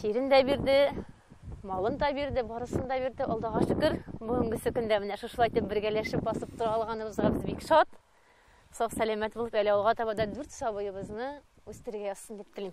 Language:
Tatar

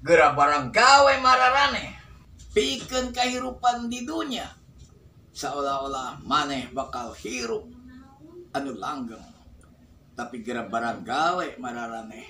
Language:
Sundanese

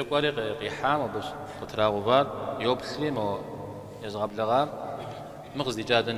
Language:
Kabardian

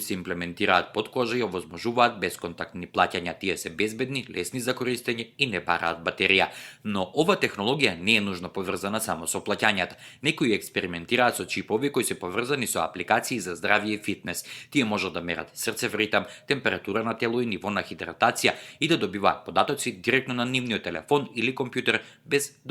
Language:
Macedonian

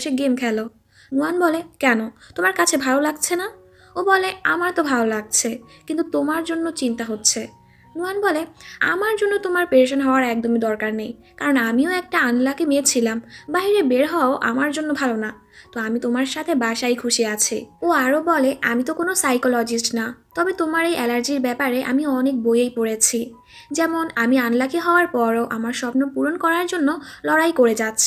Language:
Bangla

